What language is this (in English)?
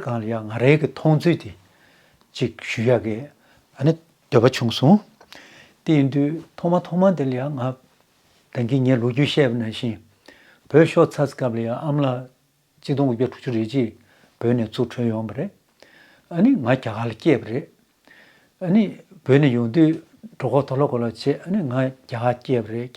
Tibetan